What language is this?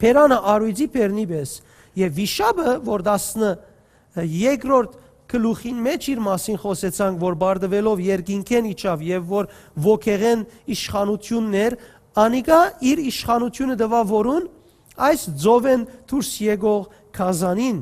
Western Armenian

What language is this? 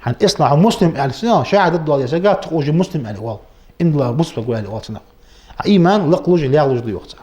Ingush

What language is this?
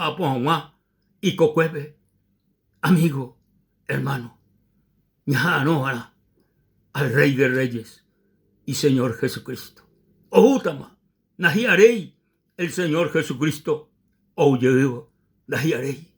Guarani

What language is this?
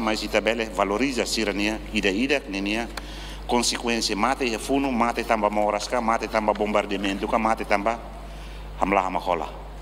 Tetum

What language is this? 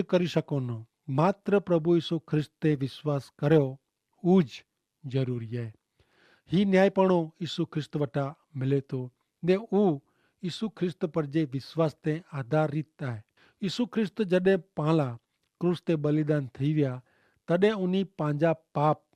Kachhi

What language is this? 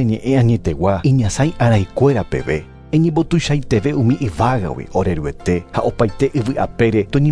Guarani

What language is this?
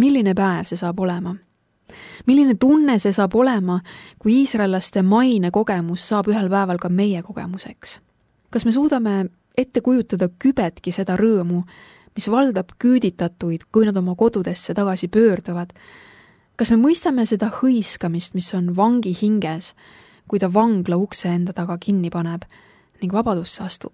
Estonian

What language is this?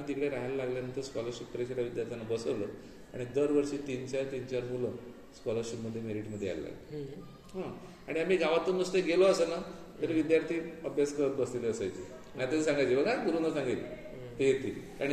Marathi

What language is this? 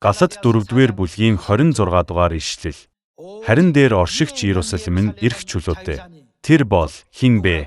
Mongolian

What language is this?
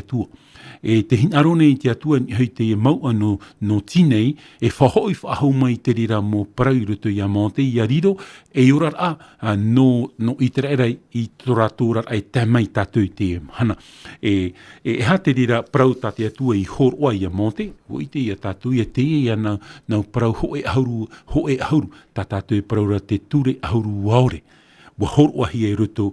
Tahitian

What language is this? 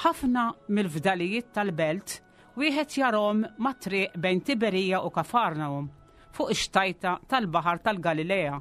Maltese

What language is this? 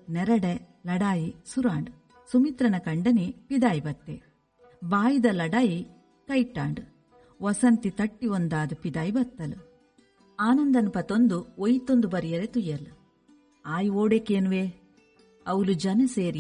Tulu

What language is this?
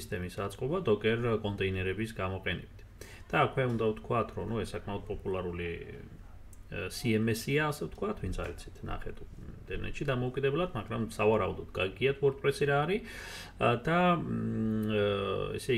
Georgian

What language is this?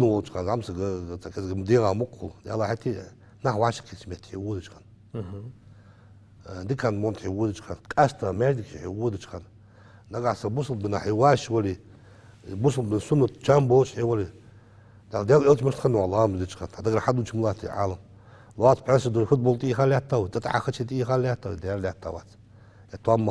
Ingush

